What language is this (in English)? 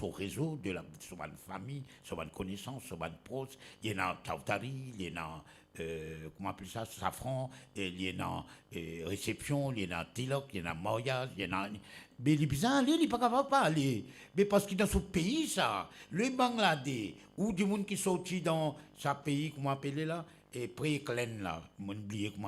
Morisyen